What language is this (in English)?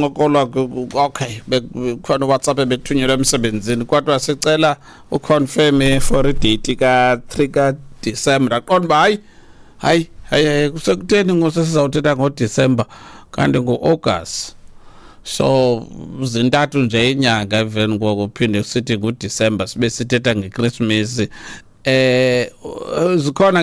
Xhosa